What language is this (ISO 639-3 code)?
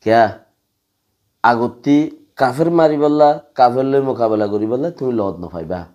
rhg